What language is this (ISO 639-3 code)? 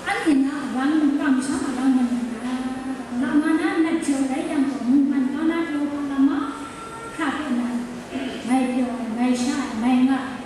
kac